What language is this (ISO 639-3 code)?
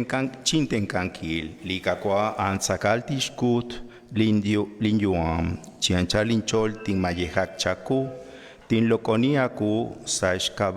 kek